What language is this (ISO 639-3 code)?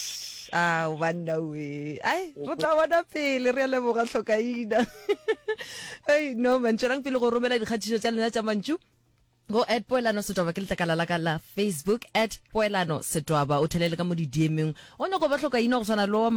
nso